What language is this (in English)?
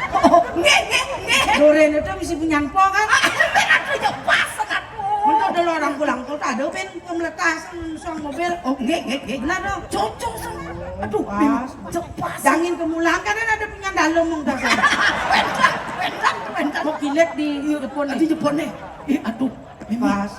Balinese